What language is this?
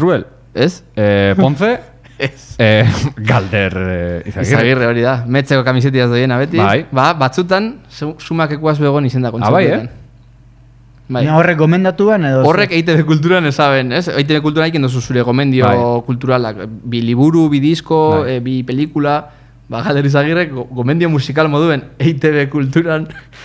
Basque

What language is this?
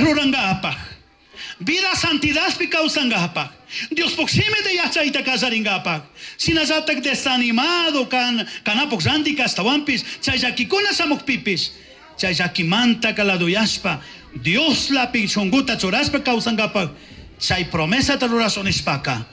Chimborazo Highland Quichua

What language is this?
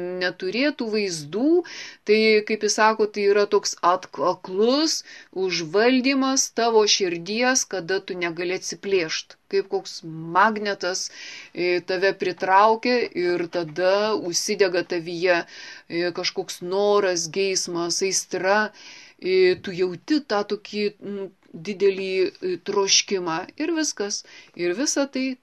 Lithuanian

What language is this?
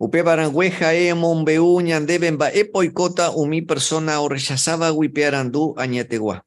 Guarani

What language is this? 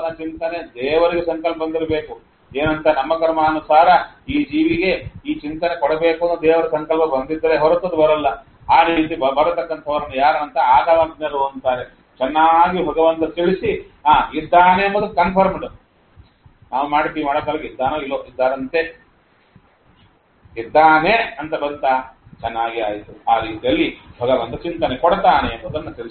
Kannada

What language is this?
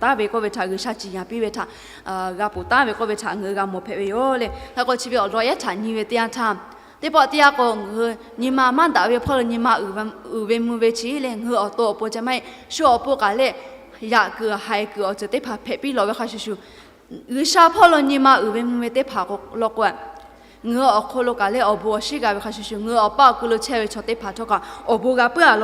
Lahu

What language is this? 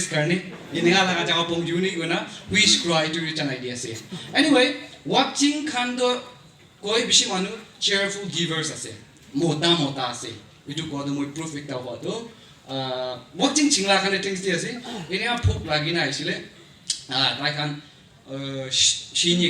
Naga Pidgin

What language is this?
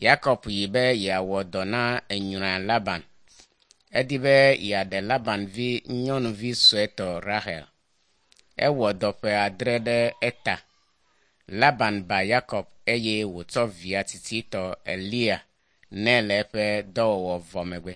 Ewe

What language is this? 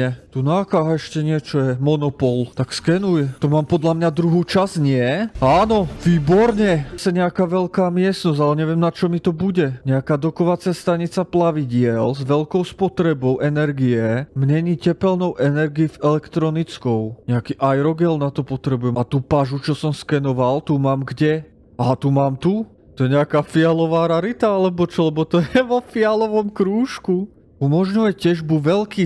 Slovak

